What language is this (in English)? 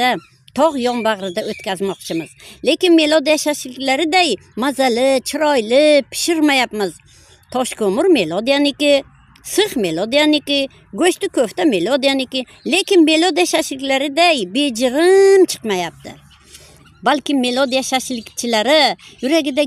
Uzbek